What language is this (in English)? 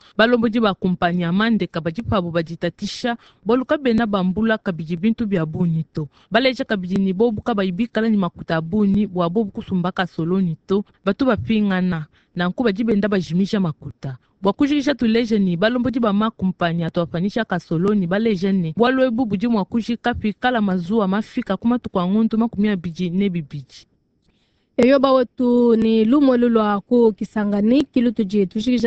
Luba-Lulua